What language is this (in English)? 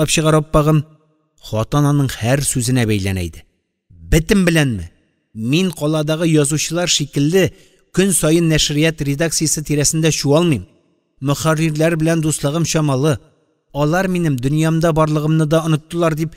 Tatar